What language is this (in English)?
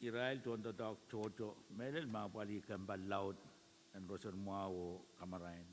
Pohnpeian